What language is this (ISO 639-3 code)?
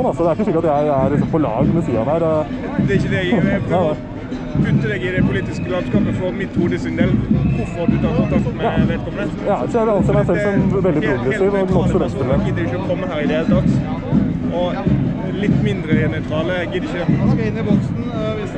nor